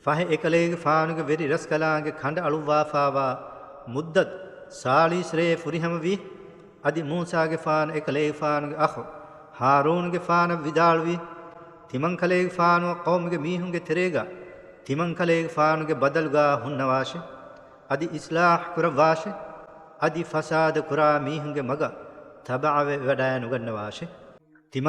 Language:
Divehi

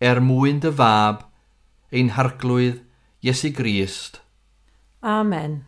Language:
Welsh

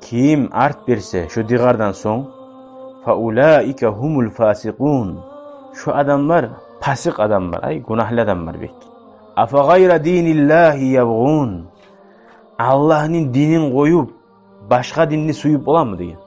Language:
Kumyk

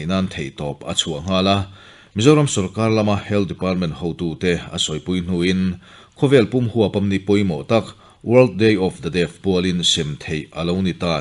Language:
Mizo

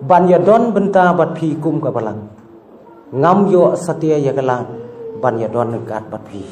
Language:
Khasi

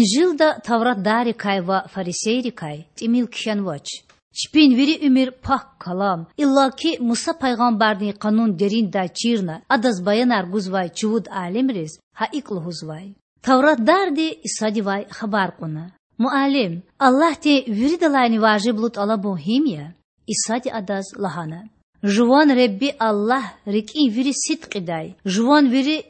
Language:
Lezghian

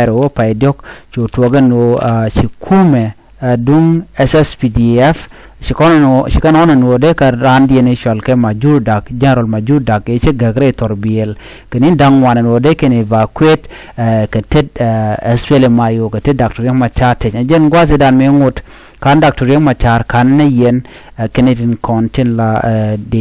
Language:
Nuer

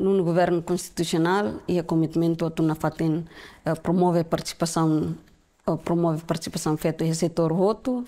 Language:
Tetum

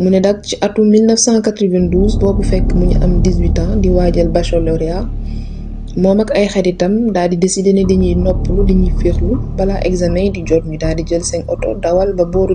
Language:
Wolof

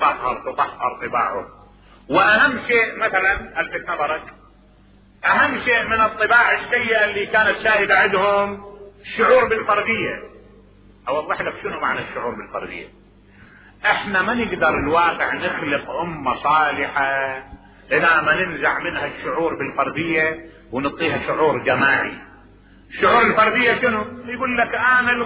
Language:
Mesopotamian Arabic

